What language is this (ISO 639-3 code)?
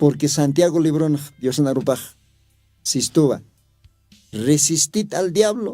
aym